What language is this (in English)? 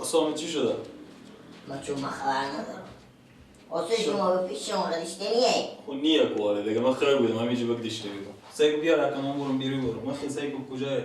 Persian